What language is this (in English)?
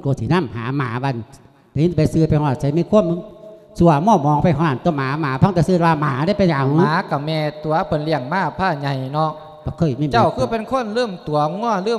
Lao